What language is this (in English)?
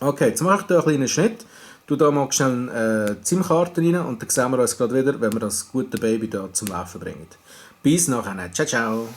Swiss German